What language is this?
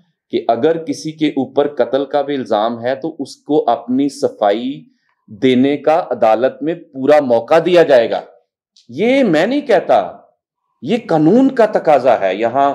Urdu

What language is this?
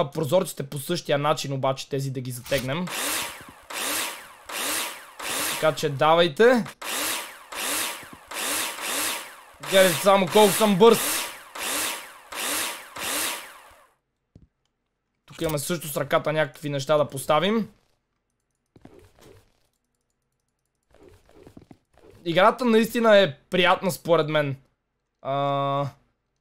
Bulgarian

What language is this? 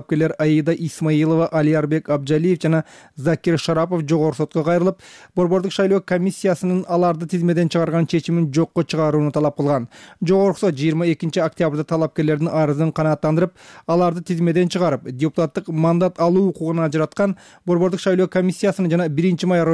Kyrgyz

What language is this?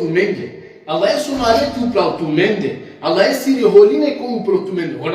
Balkan Romani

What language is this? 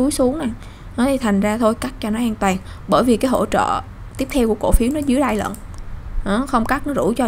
Vietnamese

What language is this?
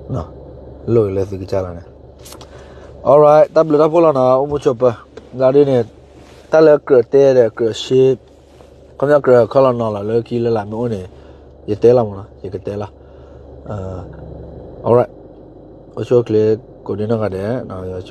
S'gaw Karen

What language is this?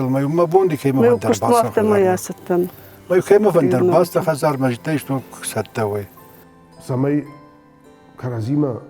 Ossetic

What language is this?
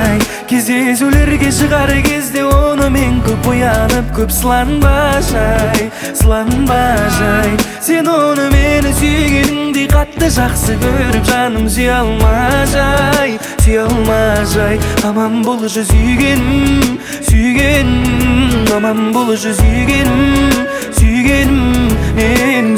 Kazakh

